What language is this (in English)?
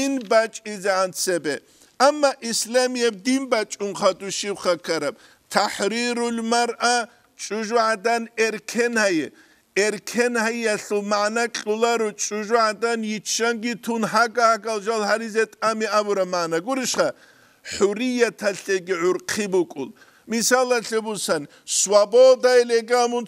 Avaric